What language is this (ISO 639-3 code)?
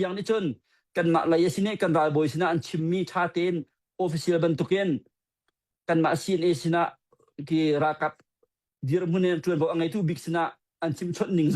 cnh